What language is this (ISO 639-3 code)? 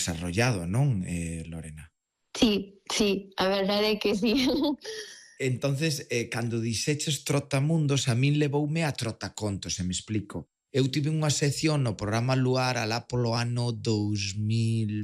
glg